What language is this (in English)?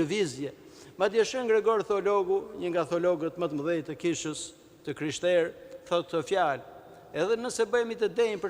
Albanian